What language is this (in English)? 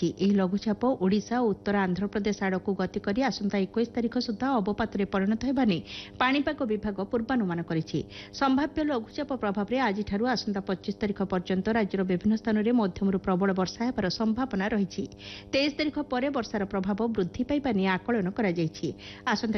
Odia